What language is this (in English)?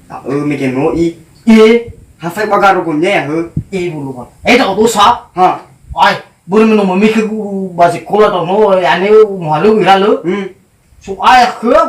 Nias